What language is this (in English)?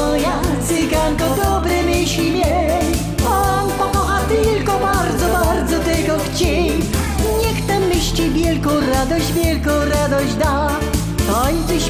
Silesian